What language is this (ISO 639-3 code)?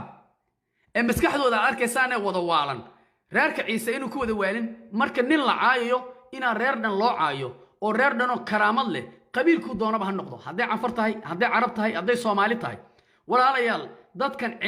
som